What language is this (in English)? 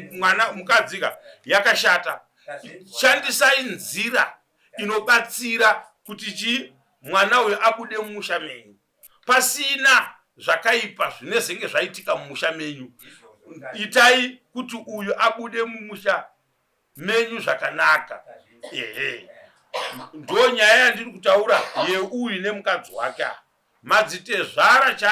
Shona